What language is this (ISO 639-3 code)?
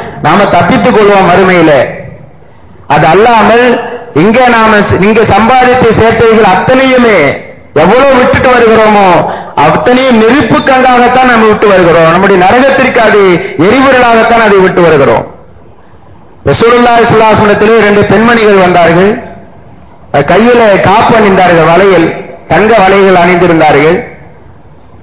tam